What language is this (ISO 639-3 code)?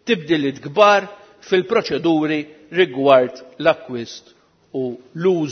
mlt